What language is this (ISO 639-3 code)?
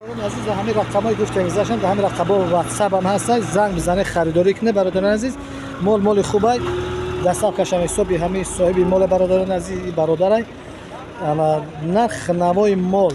tgk